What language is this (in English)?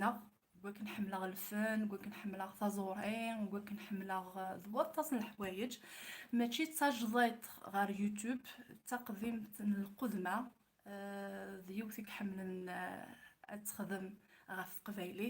Kabyle